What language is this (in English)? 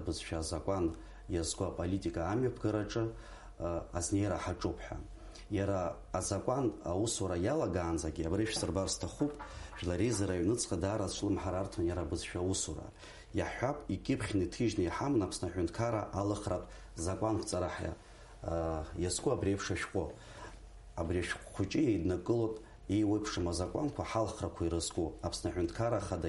Abkhazian